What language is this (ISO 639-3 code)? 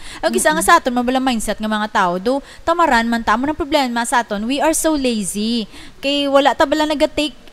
hil